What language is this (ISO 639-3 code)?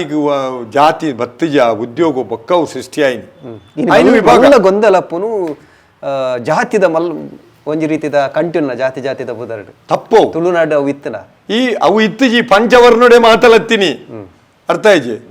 tcy